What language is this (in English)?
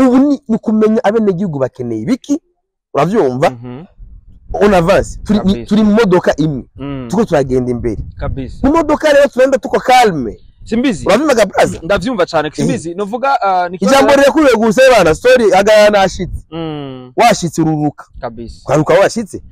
Rundi